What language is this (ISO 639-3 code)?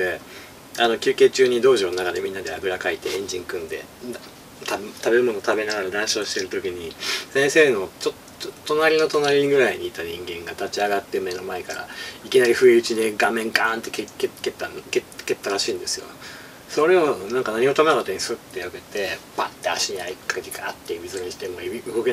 jpn